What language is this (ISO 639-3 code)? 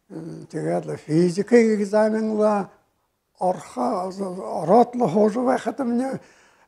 bua